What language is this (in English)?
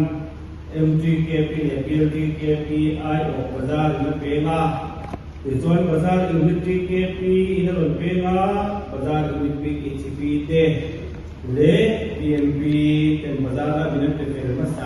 Mizo